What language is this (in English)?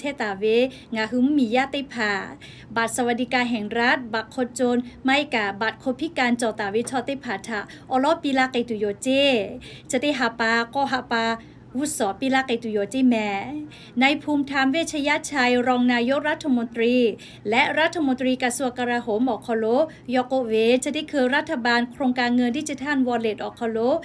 Lahu